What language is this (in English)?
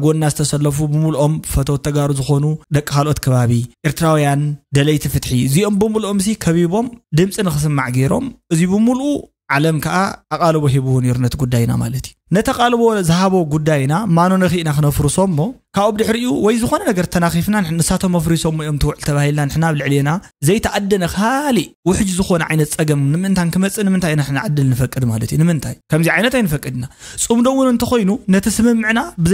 Tigrinya